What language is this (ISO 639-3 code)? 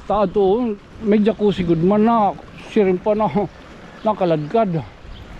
war